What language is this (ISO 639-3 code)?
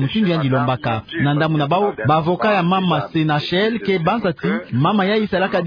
ktu